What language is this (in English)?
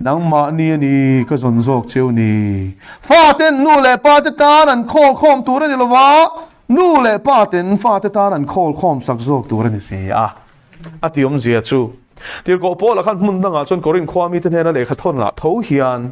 Mizo